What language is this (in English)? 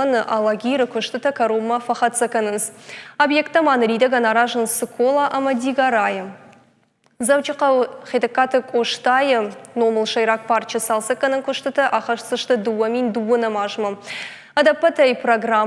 Ossetic